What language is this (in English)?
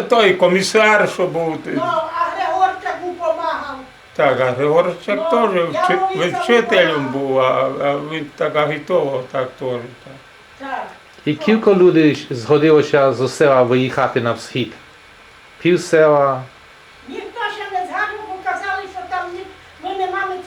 Rusyn